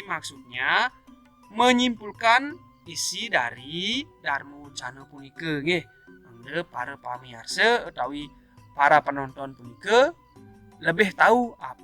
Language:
Balinese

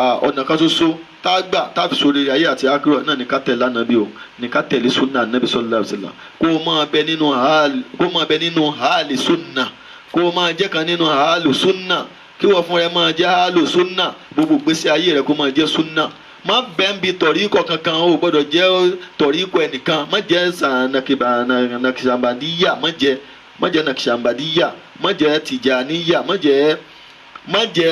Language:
Yoruba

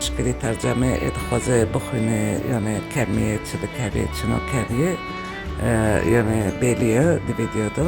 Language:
Kurdish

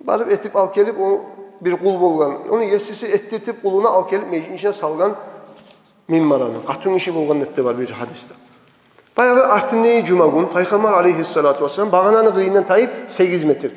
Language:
Kumyk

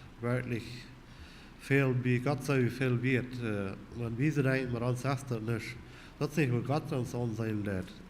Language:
Plautdietsch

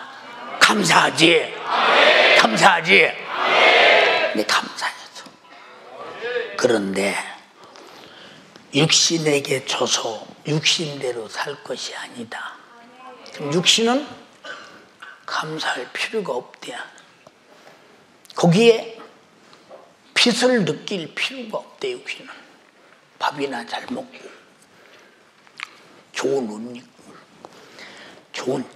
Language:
Korean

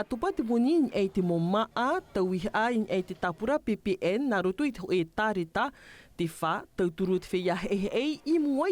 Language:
Tahitian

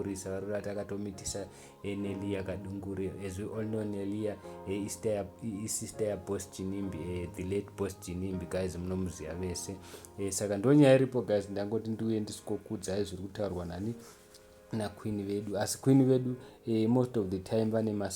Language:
Shona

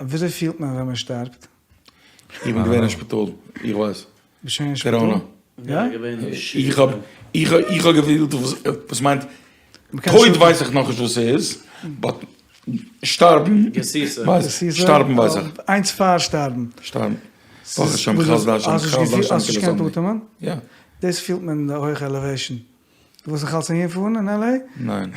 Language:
Yiddish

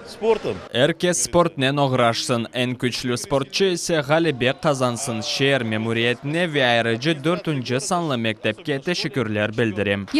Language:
Crimean Tatar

